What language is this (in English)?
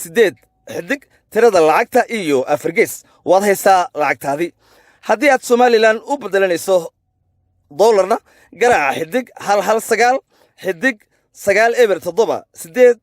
Somali